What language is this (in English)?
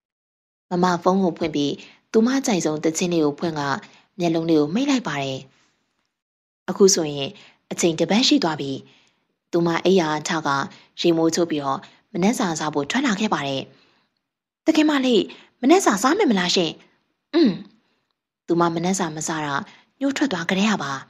Burmese